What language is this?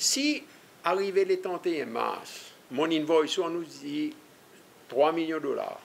Seselwa Creole French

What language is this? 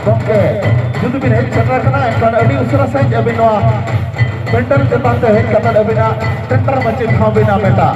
Santali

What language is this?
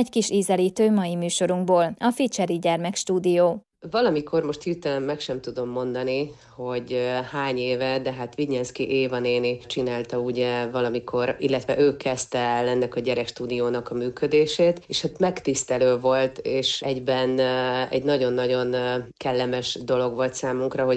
Hungarian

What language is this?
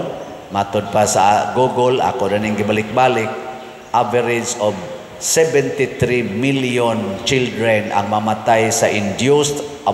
Cebuano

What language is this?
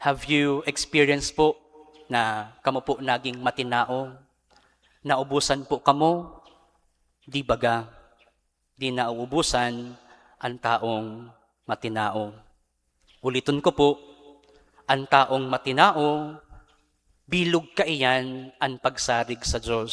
Bikol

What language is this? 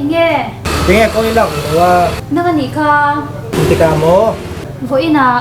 Mizo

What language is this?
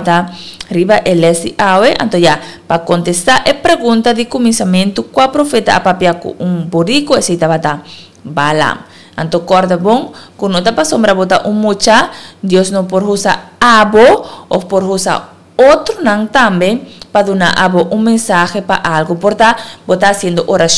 Papiamento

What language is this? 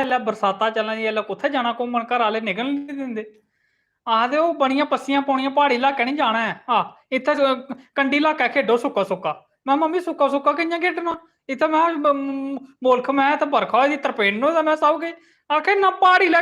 Dogri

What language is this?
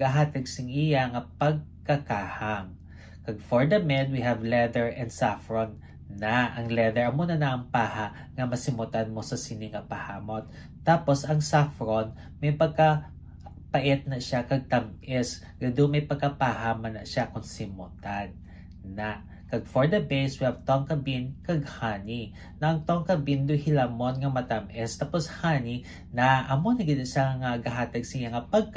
Hiligaynon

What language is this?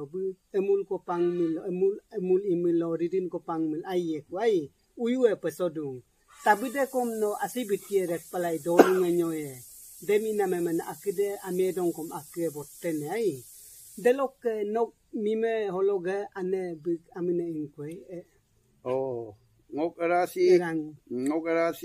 Adi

